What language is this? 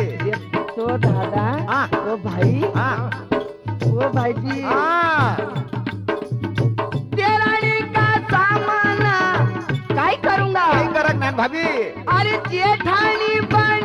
Marathi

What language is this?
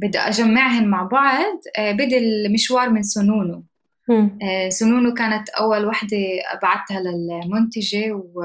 North Levantine Arabic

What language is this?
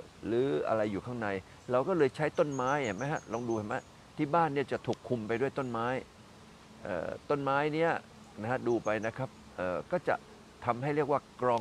Thai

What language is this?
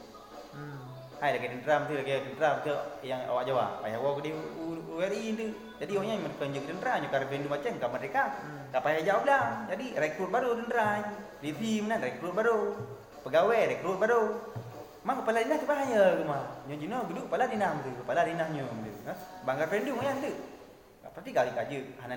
Achinese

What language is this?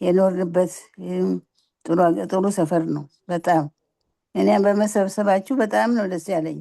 Amharic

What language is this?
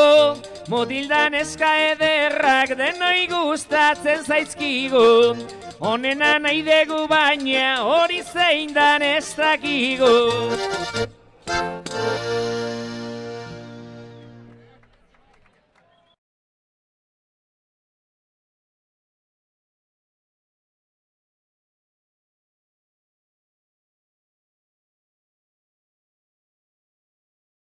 Basque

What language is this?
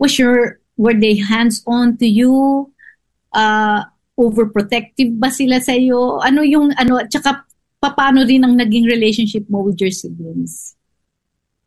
Filipino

